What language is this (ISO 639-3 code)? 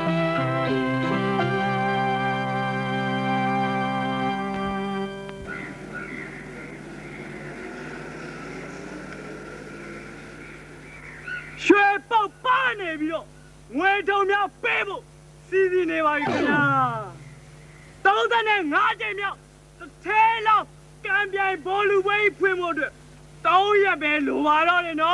mya